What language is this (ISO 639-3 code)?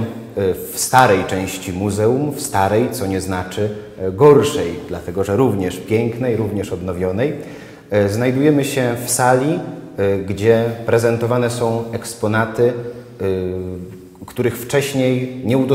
pol